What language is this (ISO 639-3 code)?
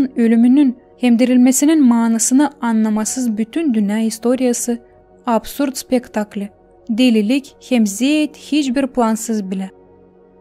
gag